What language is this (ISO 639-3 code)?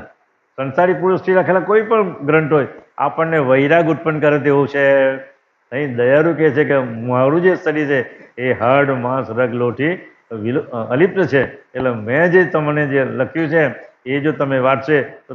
guj